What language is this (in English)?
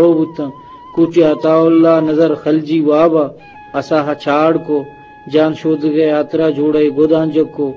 Eastern Balochi